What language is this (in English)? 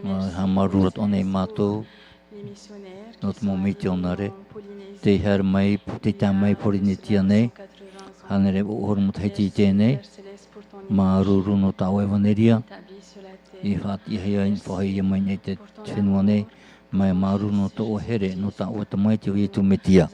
Tahitian